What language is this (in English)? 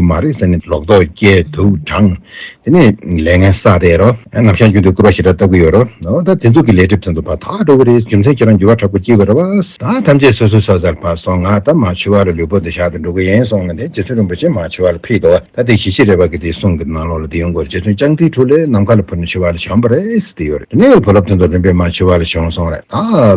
Tibetan